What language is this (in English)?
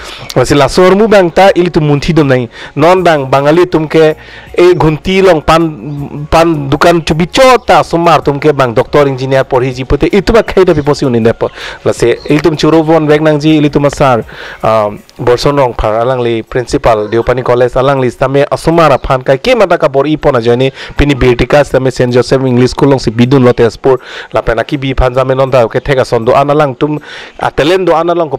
Karbi